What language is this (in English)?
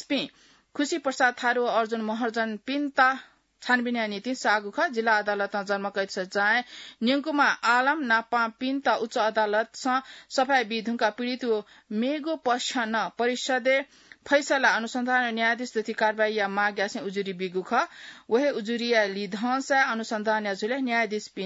Newari